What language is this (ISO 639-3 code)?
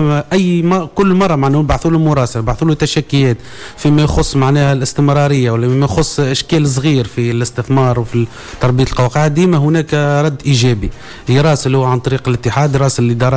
aeb